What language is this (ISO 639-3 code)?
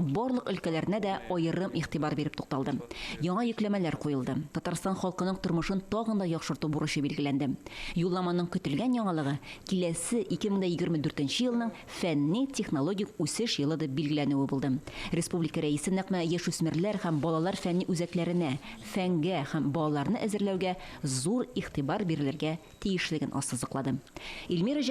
tat